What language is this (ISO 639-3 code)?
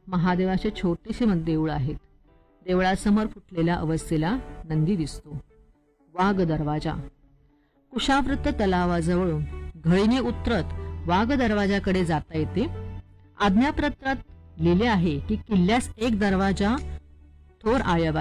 mar